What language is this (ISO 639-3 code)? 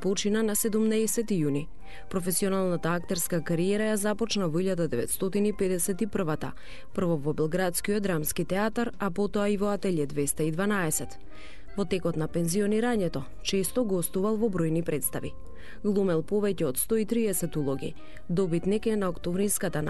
mkd